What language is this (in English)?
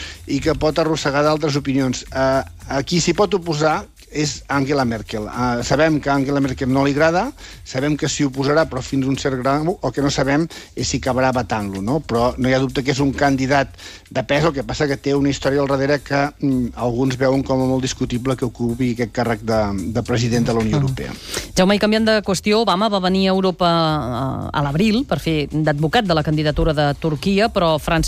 Catalan